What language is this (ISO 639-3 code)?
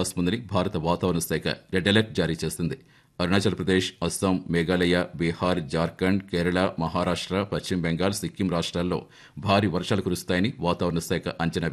tel